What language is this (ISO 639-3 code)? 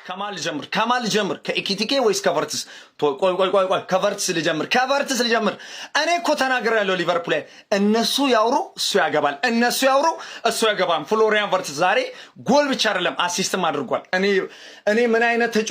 amh